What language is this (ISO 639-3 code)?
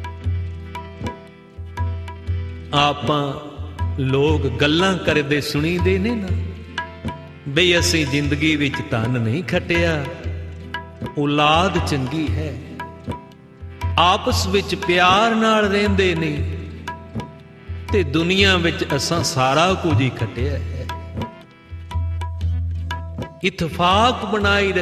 pan